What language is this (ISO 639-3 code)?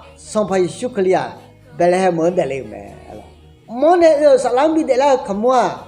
ahk